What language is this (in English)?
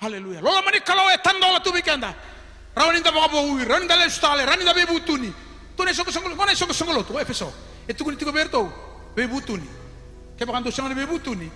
Fijian